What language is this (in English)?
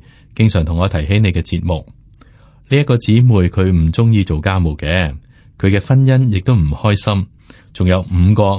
Cantonese